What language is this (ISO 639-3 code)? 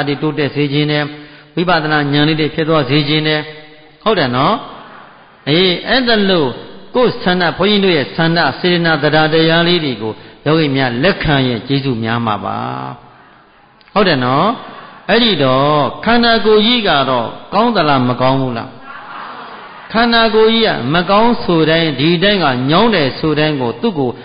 mya